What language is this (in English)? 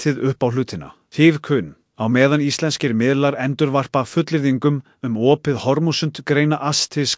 Icelandic